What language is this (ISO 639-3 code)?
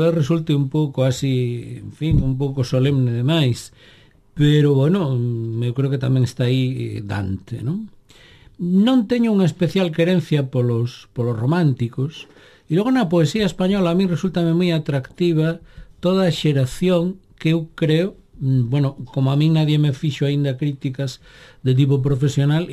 glg